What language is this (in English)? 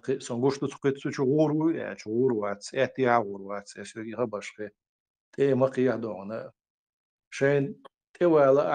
Chechen